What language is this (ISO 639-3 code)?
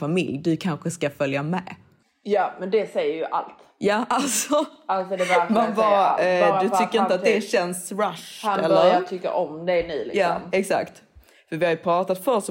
swe